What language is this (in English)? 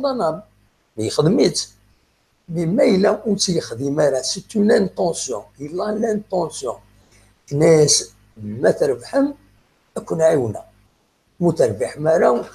Kabyle